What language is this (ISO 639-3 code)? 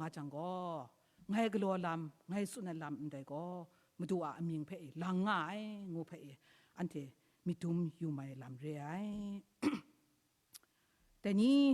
kac